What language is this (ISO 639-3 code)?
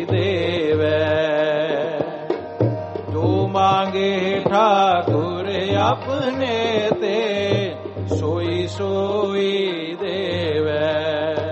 pan